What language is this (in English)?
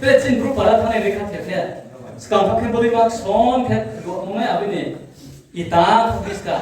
Riang (India)